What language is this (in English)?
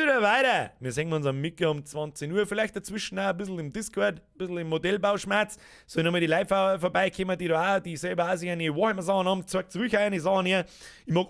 Bavarian